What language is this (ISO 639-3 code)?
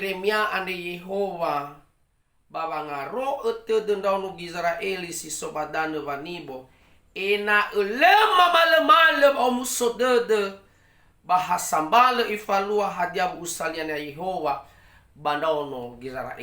nia